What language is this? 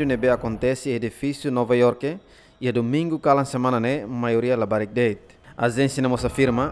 Tetum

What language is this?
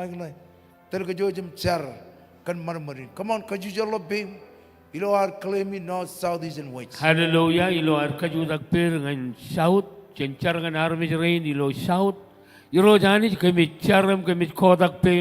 Marshallese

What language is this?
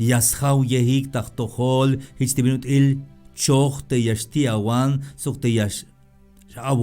Tzeltal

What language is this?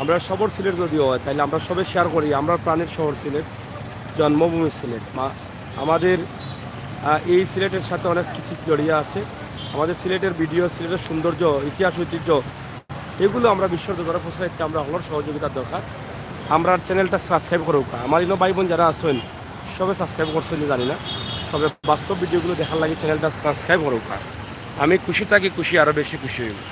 Sylheti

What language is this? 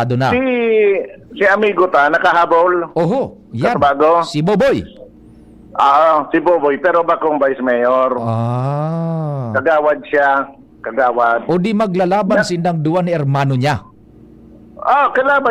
Bikol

